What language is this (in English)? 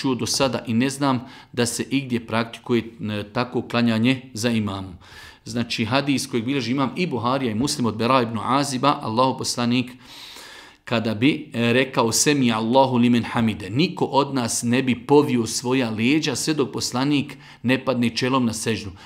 Bosnian